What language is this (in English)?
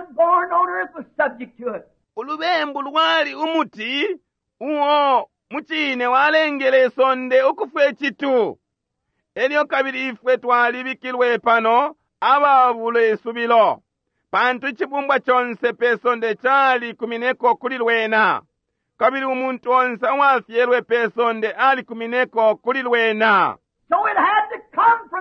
Bemba